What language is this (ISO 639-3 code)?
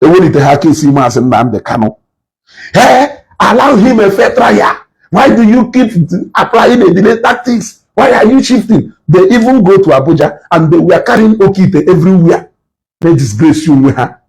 ibo